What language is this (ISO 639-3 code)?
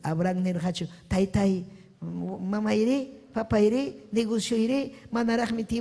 quy